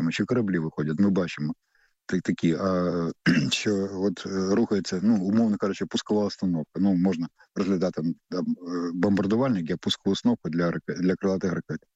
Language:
Ukrainian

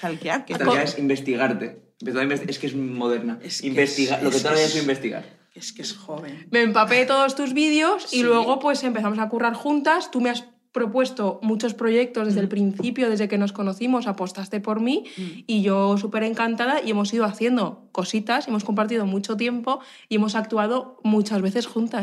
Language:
Spanish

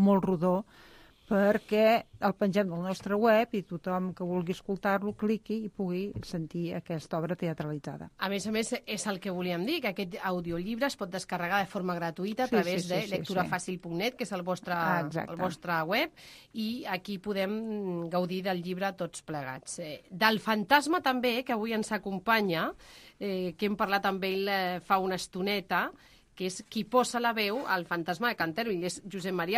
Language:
Catalan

